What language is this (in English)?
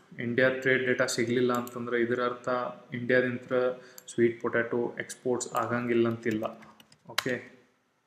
Kannada